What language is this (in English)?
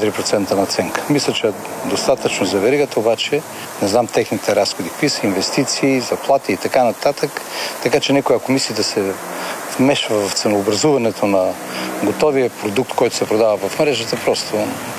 Bulgarian